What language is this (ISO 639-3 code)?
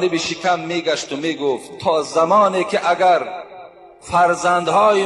tgk